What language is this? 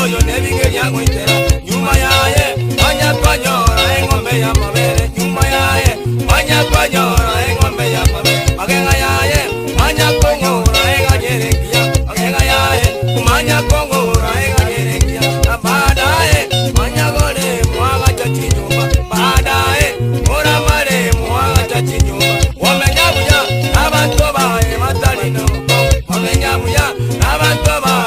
Gusii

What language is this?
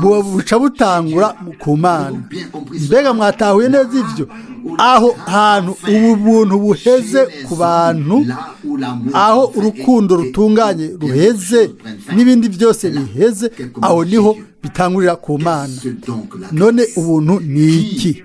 Rundi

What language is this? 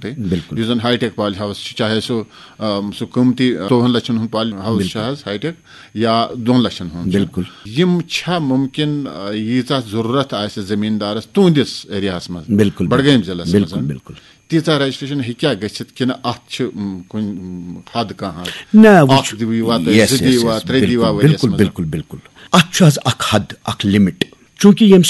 Kashmiri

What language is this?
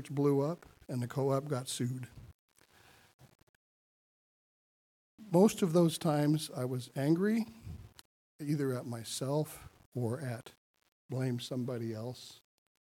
English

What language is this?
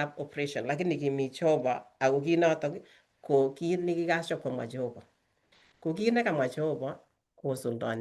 Kalenjin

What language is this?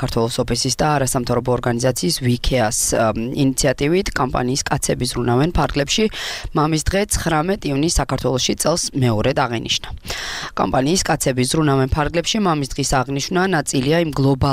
Georgian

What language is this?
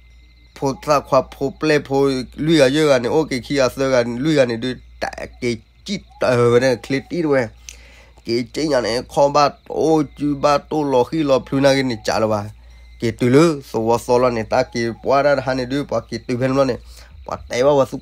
S'gaw Karen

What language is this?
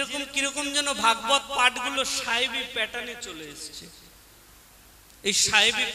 Bangla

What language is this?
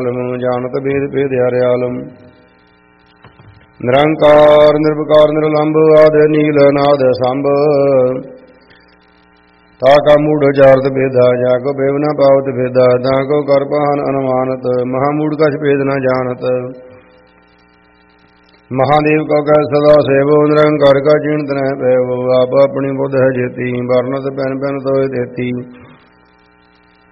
Punjabi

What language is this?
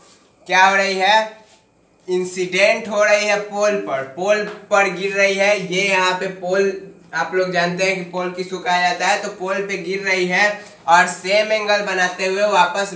Hindi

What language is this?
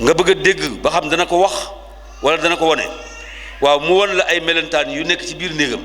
Wolof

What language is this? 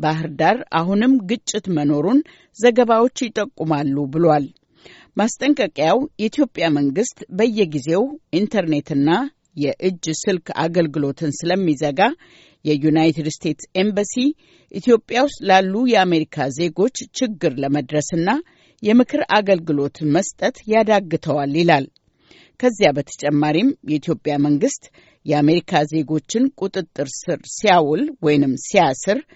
Amharic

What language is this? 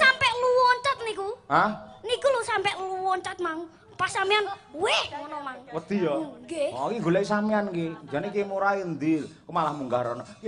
Javanese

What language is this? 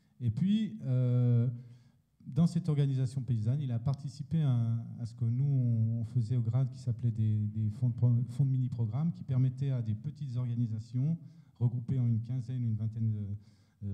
French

